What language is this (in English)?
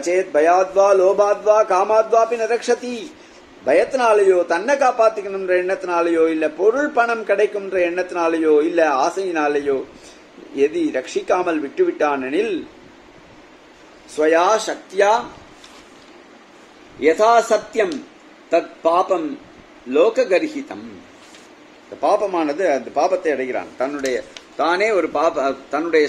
Tamil